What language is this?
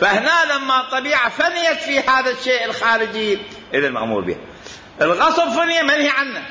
Mesopotamian Arabic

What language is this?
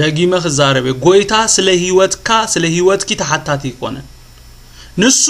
Tigrinya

